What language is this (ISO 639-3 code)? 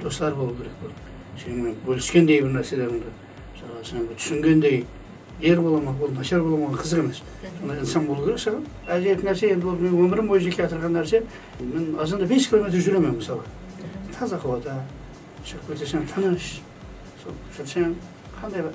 kaa